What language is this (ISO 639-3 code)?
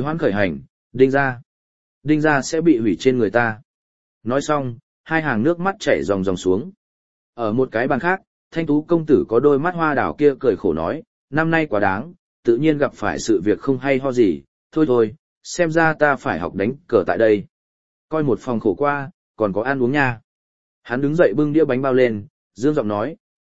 vie